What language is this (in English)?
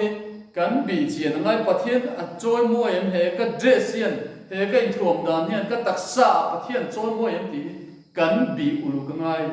Mizo